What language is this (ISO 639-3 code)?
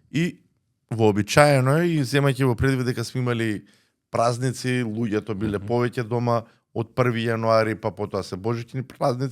mkd